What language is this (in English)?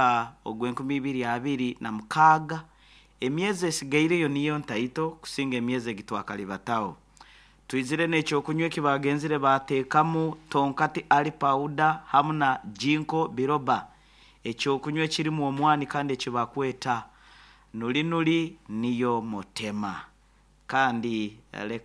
Nyankole